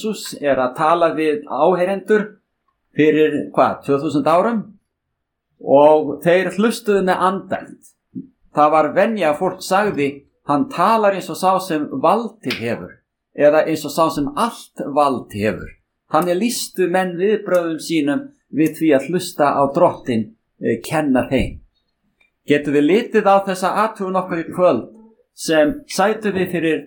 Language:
Icelandic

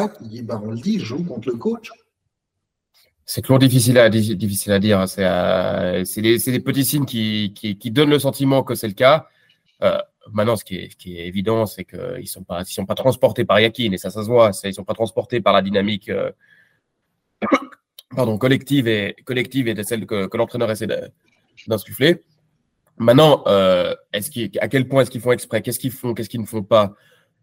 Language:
French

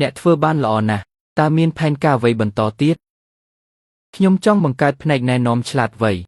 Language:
Khmer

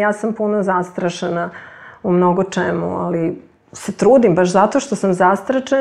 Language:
Serbian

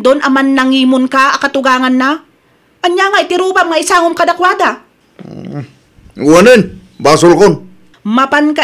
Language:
Iloko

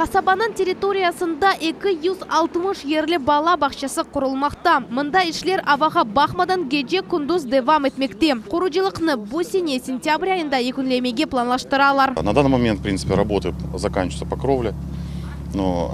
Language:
Crimean Tatar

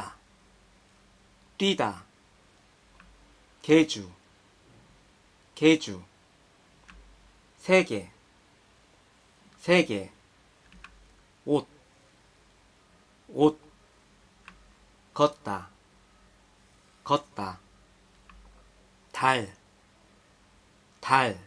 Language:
Korean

